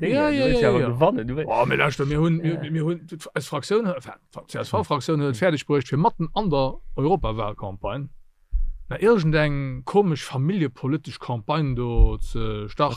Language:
Luxembourgish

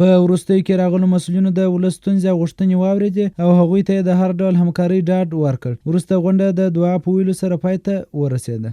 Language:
Pashto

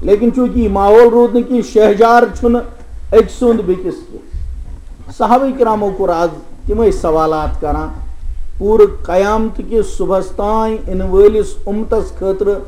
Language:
Kashmiri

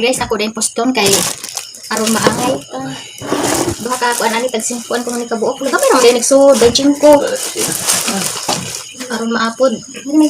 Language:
Cebuano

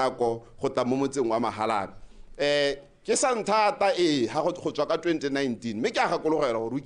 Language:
Tswana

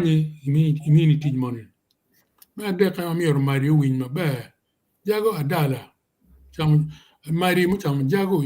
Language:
Acoli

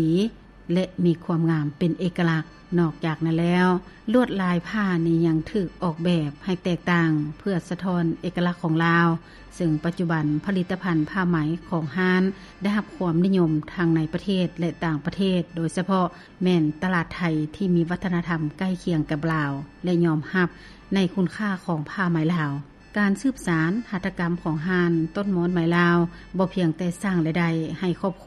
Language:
Lao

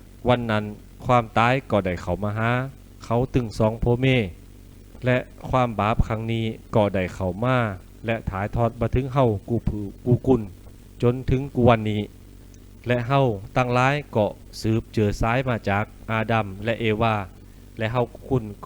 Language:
Lü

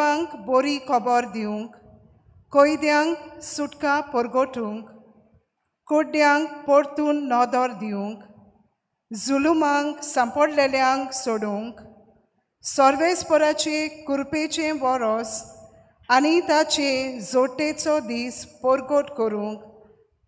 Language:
Konkani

